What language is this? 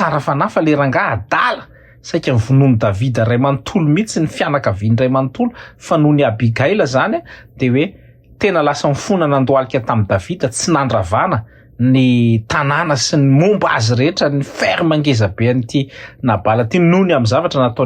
Malagasy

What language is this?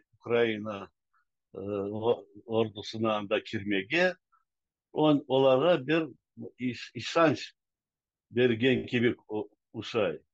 Crimean Tatar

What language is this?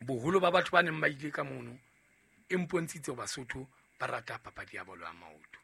Southern Sotho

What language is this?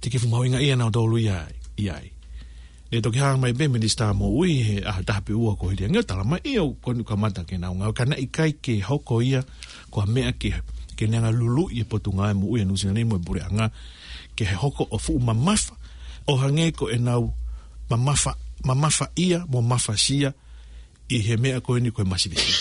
Tongan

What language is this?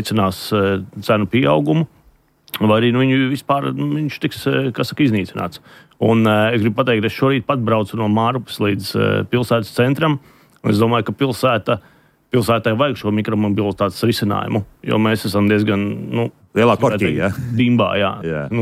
Latvian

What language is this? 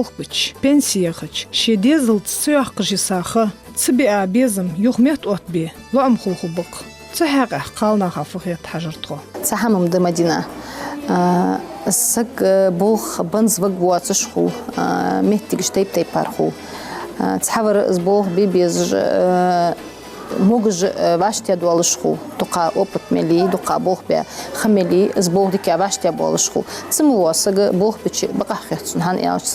Ingush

